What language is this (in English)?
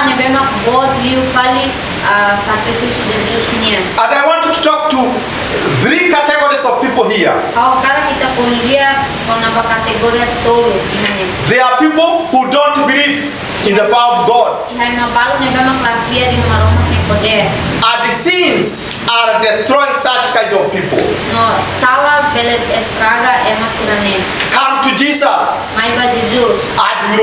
Tetum